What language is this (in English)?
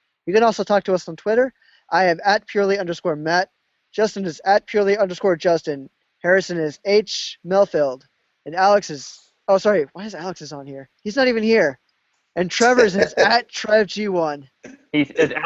English